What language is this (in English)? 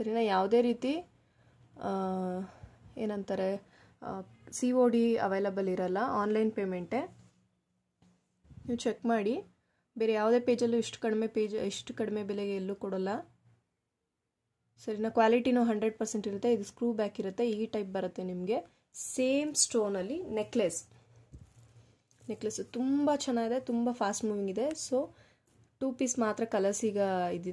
Kannada